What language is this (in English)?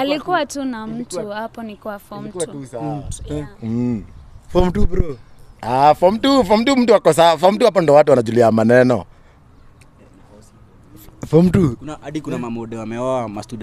Swahili